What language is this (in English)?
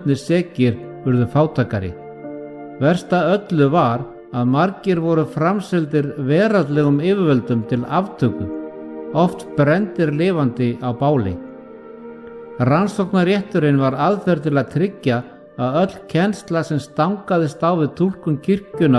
Icelandic